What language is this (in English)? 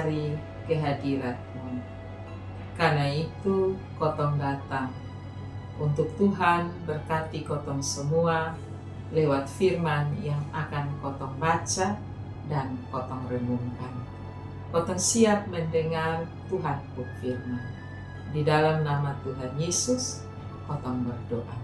Kupang Malay